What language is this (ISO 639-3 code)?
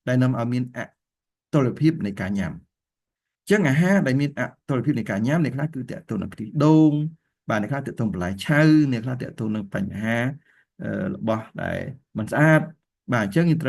khm